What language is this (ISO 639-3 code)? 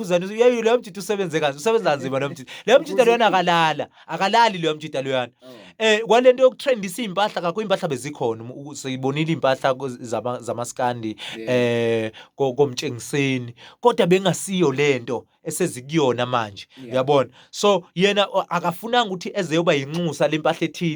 zul